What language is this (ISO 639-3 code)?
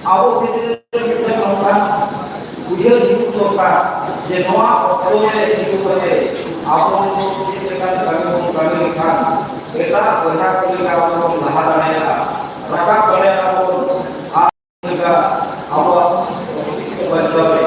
sat